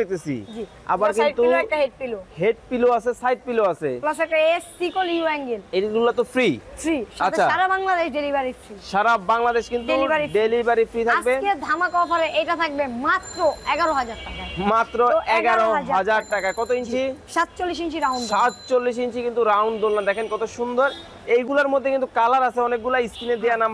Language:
Bangla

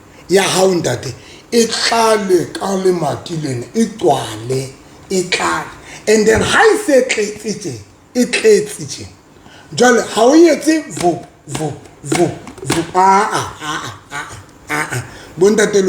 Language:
Southern Sotho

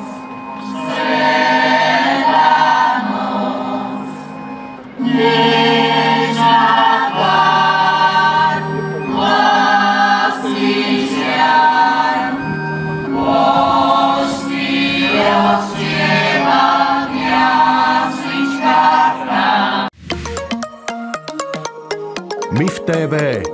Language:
Slovak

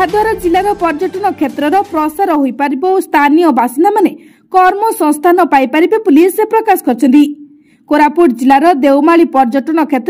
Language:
Odia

